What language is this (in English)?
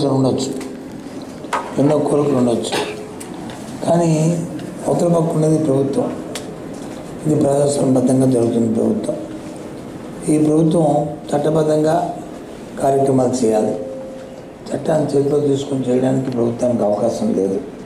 Telugu